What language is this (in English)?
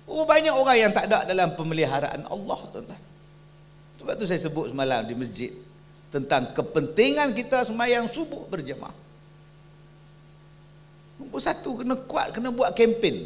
Malay